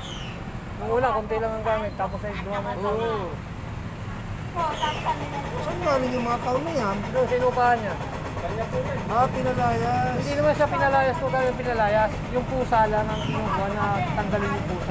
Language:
Filipino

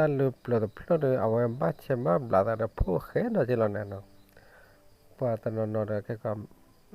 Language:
S'gaw Karen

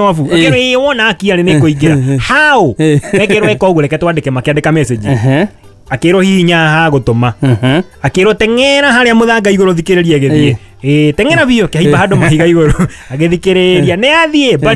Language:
Kikuyu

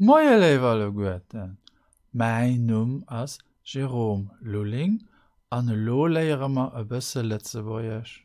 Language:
Luxembourgish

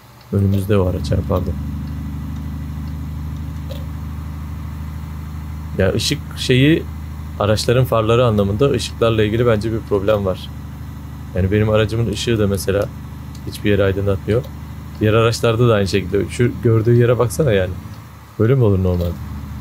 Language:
Turkish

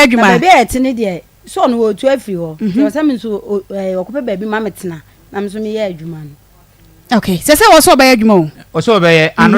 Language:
Akan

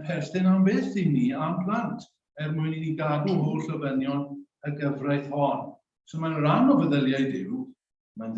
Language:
Welsh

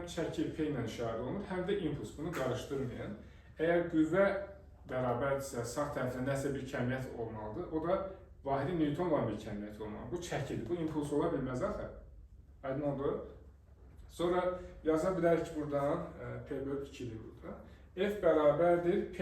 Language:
Azerbaijani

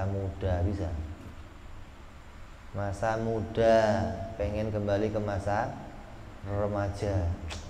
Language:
Indonesian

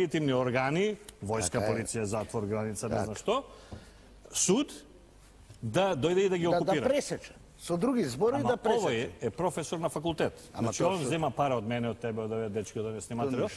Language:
Macedonian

